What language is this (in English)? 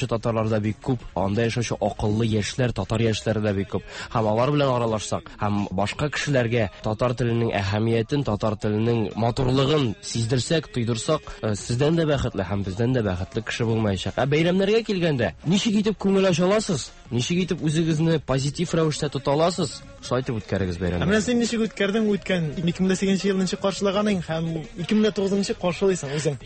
Tatar